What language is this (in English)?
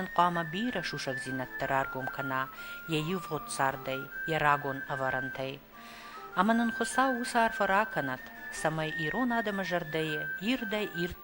Ossetic